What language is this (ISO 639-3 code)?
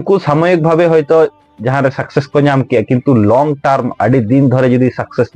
sat